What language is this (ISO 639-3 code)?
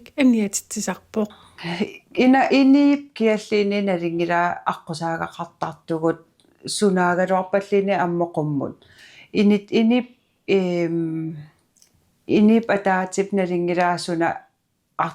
kal